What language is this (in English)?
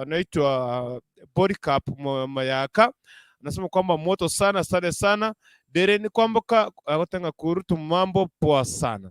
Gusii